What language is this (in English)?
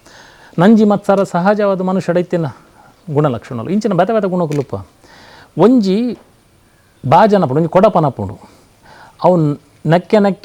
Tulu